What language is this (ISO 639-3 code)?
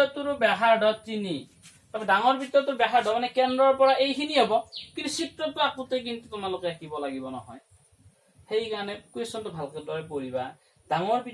asm